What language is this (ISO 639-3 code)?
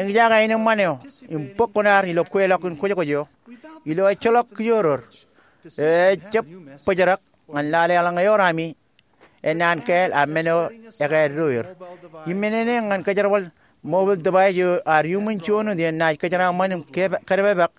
mah